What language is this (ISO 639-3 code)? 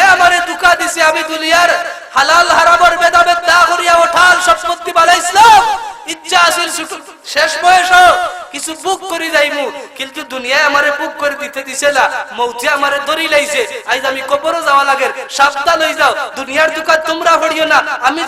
syl